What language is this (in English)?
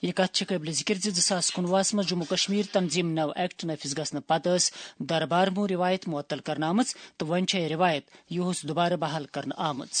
Kashmiri